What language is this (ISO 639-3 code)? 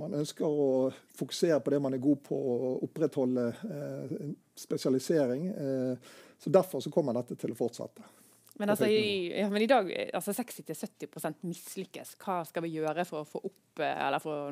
nor